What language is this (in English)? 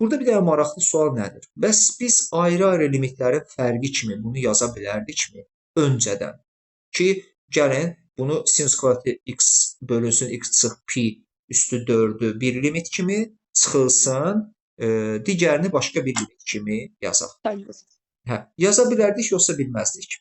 Azerbaijani